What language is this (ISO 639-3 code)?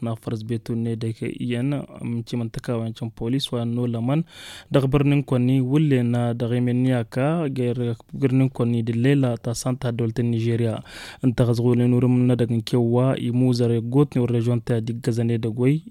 taq